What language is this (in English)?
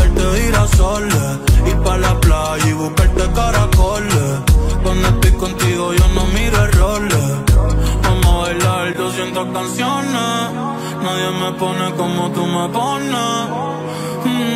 Spanish